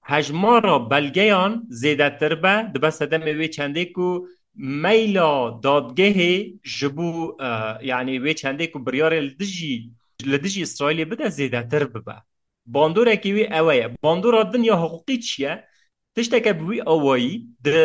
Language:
Kurdish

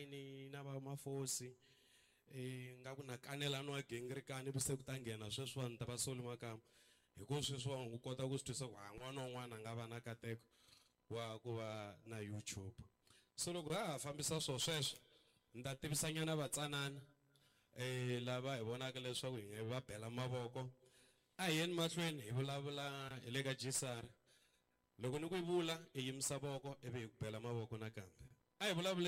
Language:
Tsonga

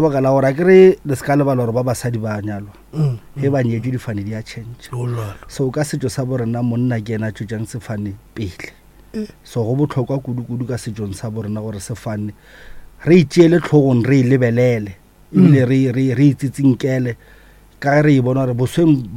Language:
Northern Sotho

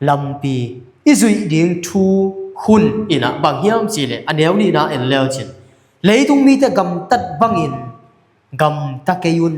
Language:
Tedim Chin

